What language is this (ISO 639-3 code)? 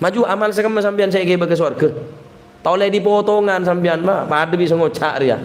mad